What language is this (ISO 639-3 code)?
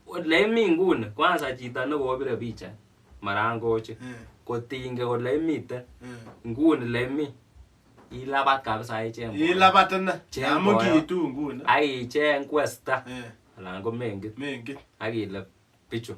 kln